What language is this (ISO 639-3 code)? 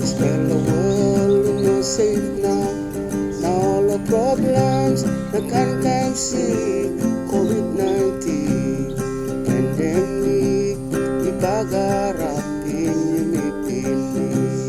tpi